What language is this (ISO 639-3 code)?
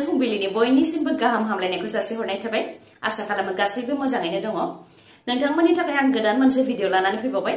brx